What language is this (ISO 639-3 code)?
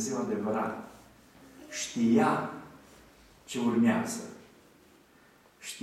ron